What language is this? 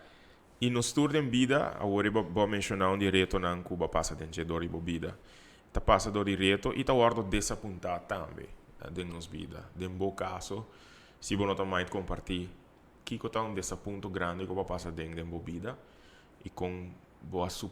Papiamento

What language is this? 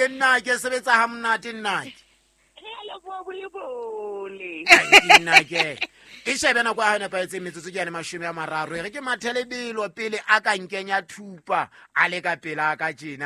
Southern Sotho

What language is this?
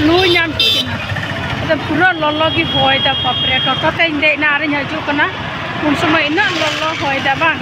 Santali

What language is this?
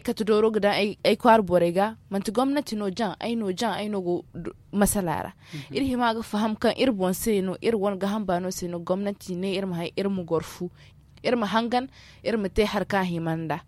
Zarma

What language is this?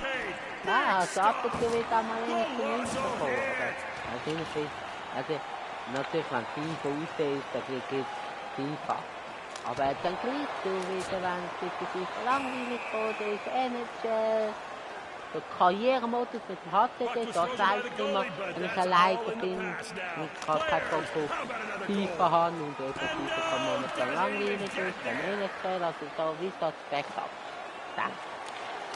Swiss German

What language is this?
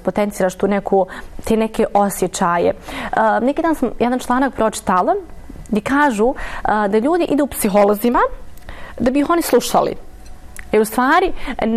Bosnian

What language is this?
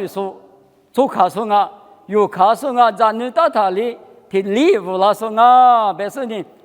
Lisu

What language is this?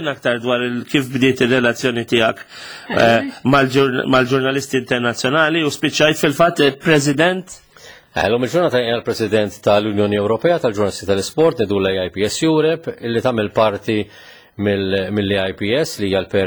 Maltese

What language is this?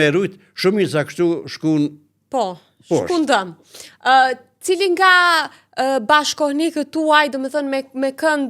Albanian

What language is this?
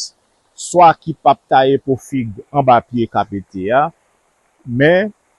Haitian Creole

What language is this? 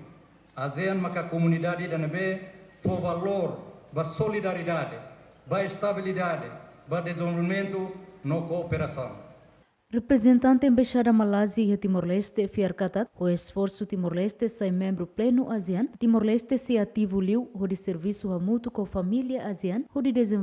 Tetum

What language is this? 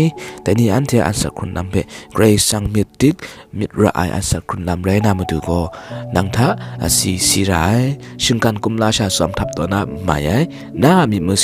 Kachin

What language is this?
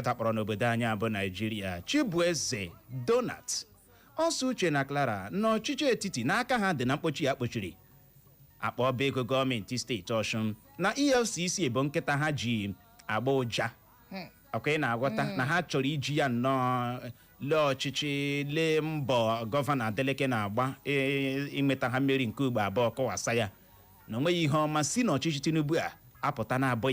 Igbo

